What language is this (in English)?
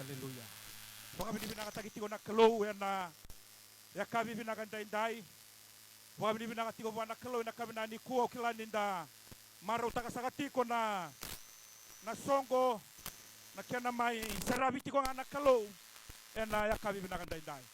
Fijian